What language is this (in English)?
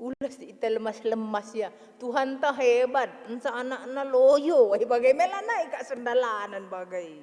Batak Karo